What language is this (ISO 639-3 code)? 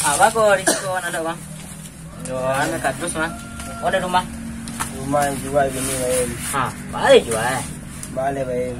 min